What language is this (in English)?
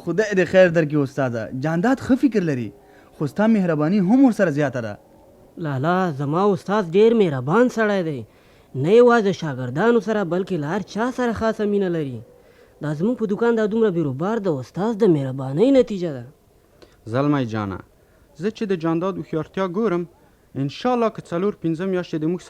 Pashto